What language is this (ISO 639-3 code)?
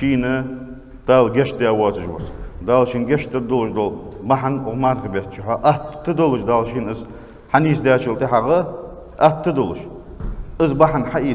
inh